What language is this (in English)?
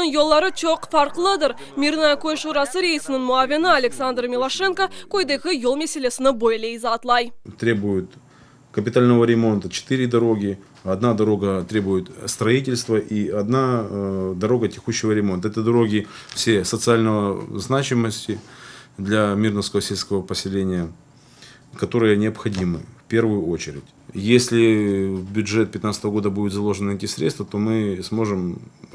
Crimean Tatar